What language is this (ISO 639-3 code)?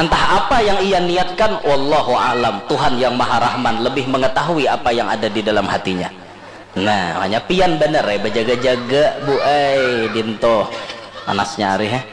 bjn